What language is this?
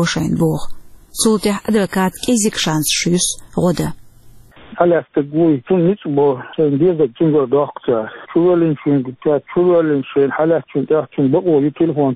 Chechen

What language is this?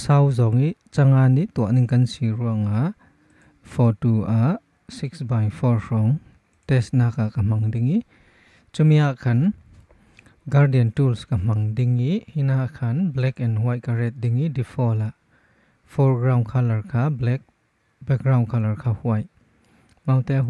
Falam Chin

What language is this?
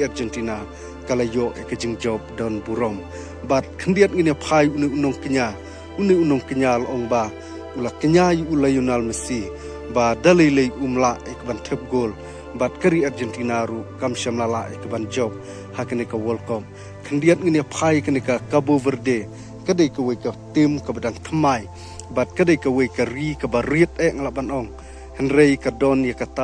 Khasi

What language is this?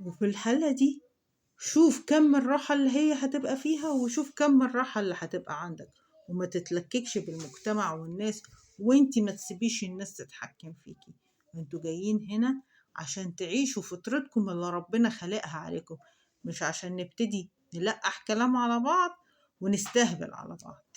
Egyptian Arabic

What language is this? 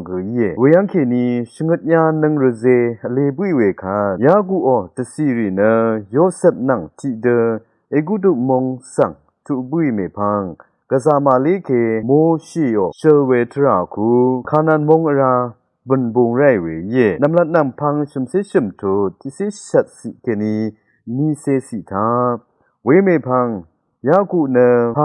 Rawang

